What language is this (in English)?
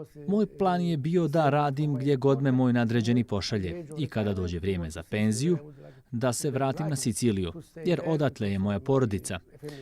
Bosnian